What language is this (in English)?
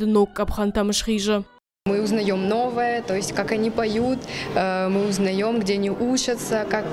Ossetic